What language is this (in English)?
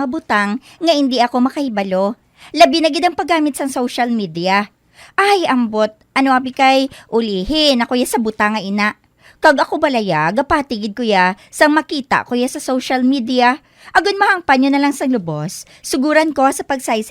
Hiligaynon